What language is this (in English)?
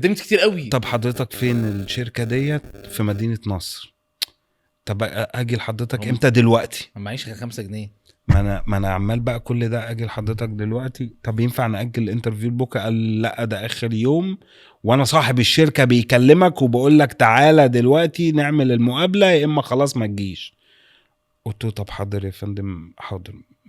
Egyptian Arabic